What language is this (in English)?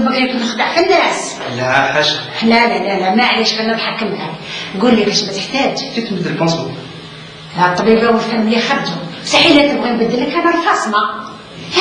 Algerian Arabic